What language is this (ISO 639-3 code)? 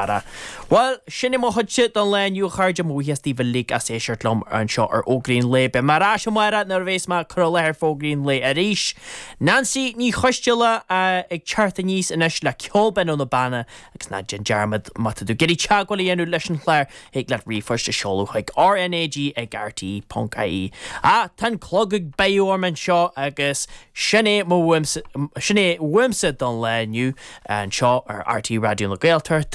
gle